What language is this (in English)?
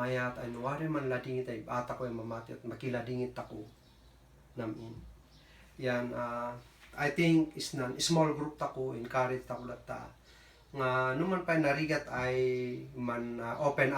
Kankanaey